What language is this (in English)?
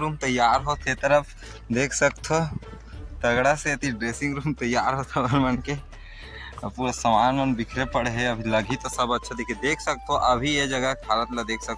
Chhattisgarhi